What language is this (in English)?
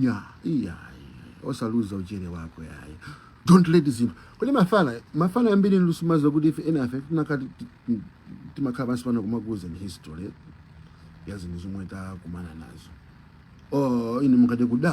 Nyanja